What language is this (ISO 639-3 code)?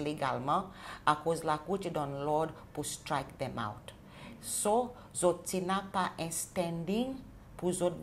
crs